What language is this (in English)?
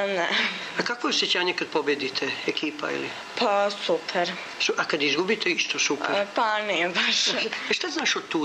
Serbian